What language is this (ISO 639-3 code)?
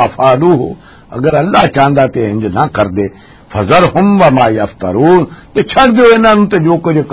lah